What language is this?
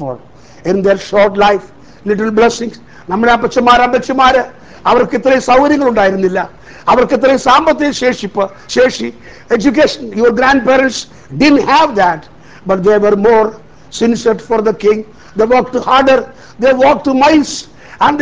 Malayalam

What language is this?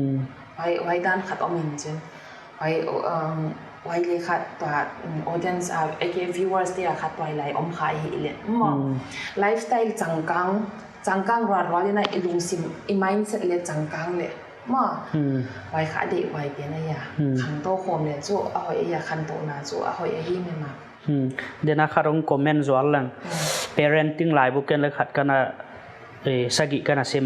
Paite Chin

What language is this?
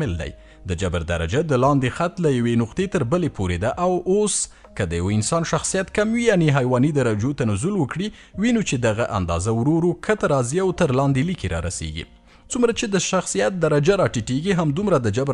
Pashto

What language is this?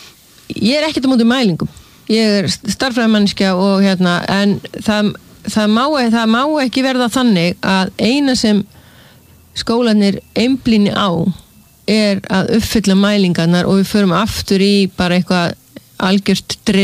Icelandic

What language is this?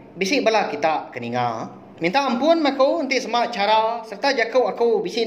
Iban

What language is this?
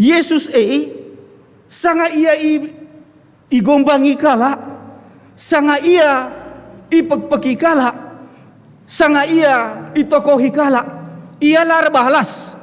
Batak Karo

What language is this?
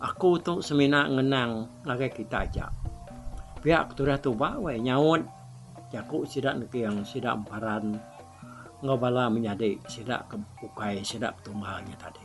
Iban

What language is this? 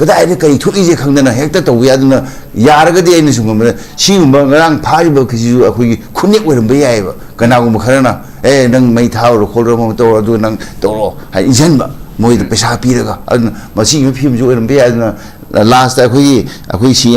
Manipuri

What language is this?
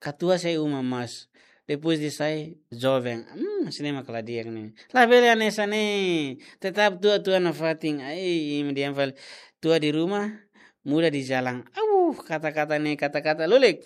Tetum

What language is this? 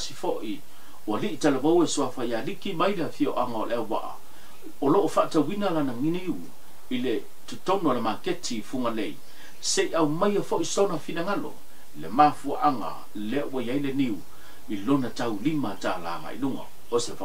Samoan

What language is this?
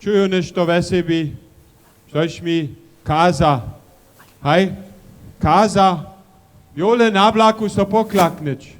Upper Sorbian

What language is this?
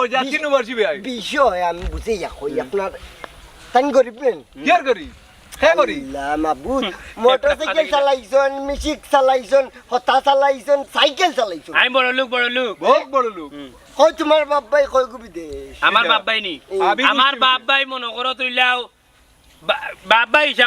Sylheti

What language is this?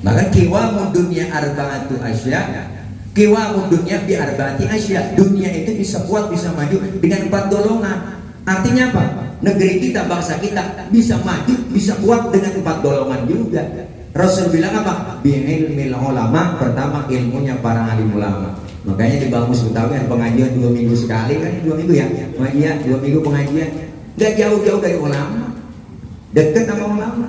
Betawi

